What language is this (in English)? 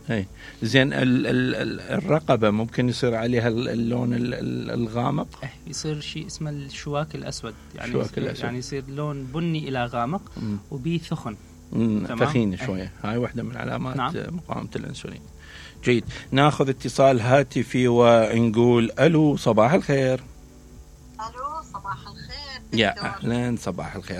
Mesopotamian Arabic